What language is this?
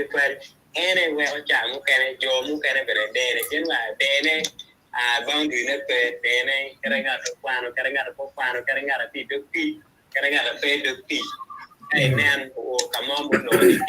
Acoli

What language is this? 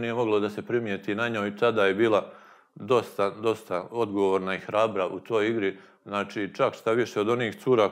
Serbian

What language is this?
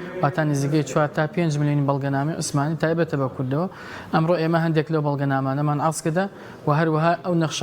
Central Kurdish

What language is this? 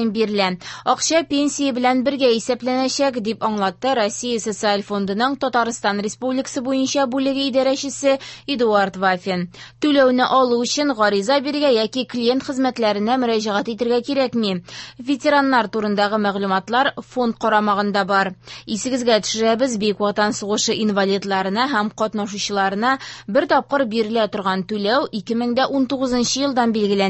Tatar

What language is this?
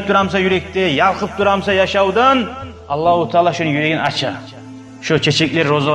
Kumyk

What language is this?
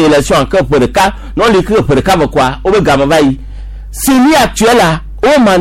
Gen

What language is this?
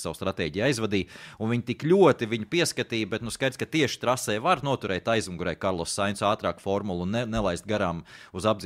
Latvian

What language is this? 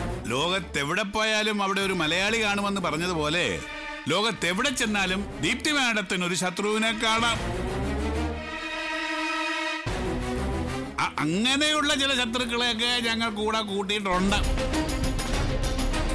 Malayalam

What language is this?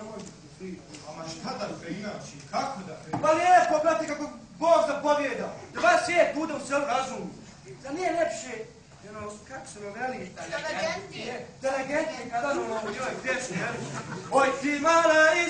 Bosnian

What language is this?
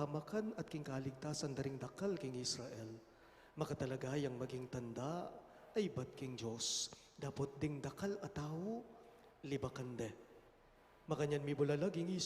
Pampanga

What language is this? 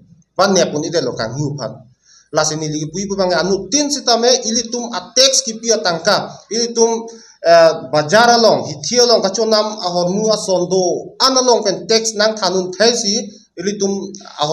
Karbi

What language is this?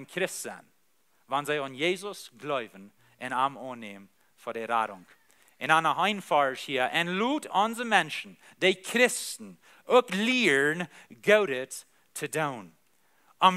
Plautdietsch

